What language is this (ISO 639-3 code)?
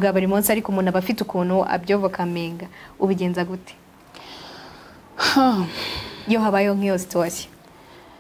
kin